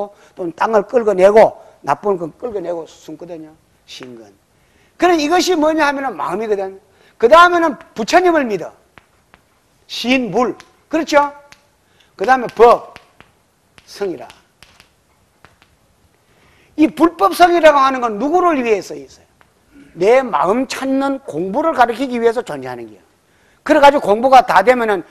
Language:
Korean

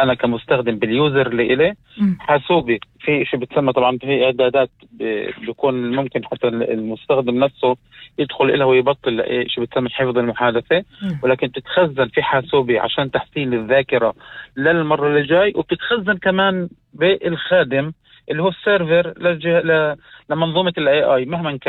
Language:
North Levantine Arabic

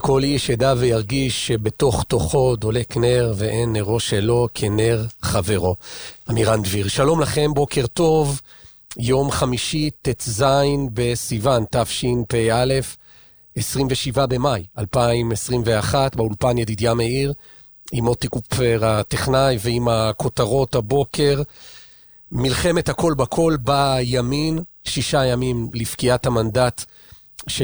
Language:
Hebrew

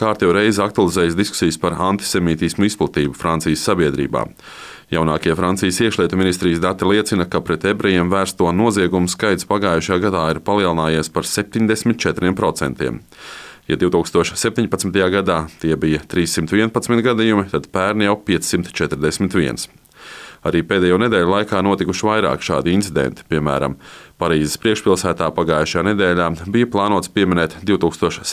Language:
Latvian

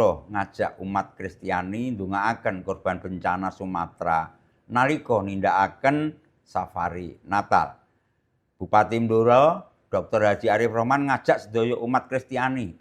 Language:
Javanese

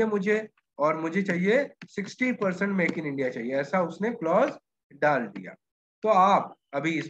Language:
Hindi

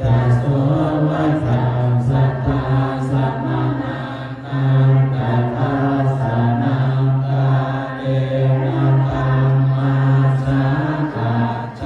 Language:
Pali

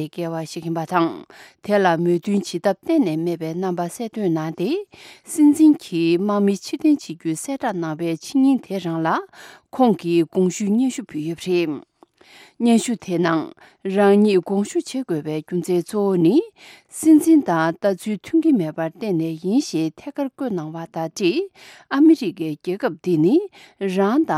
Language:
Tibetan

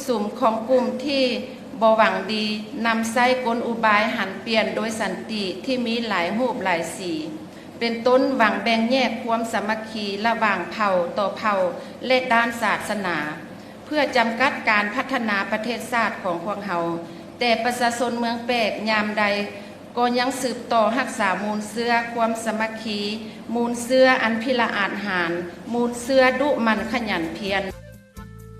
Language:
Lao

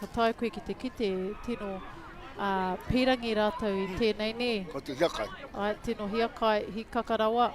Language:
Māori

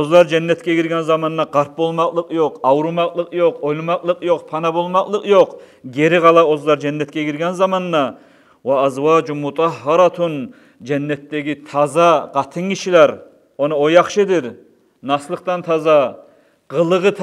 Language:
Kumyk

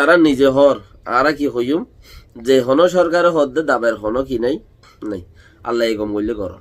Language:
Rohingya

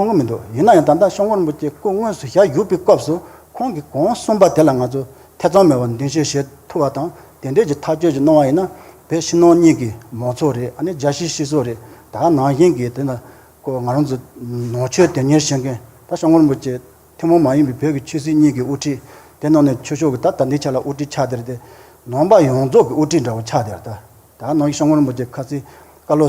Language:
Tibetan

